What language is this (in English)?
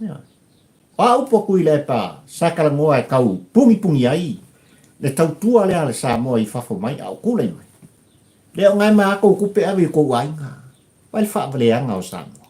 Samoan